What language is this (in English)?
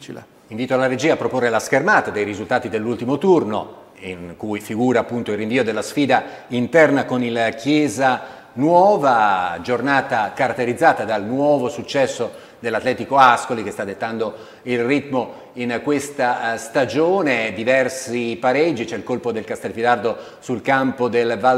Italian